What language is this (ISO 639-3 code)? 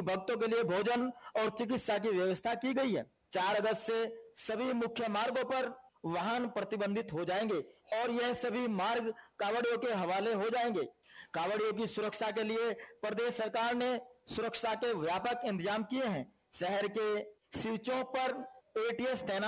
hin